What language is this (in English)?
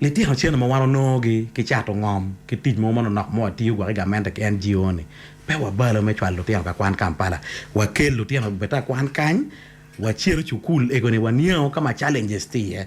Acoli